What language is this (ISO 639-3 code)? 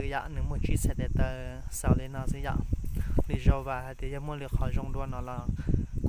hmn